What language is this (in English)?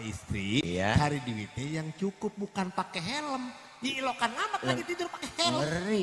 Betawi